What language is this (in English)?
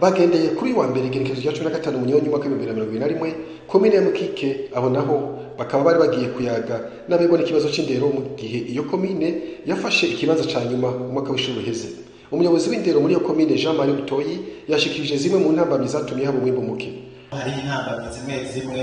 Rundi